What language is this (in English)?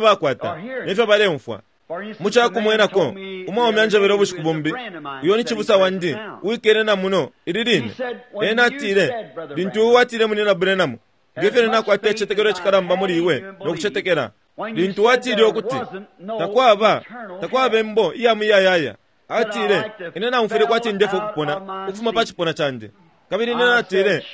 Bemba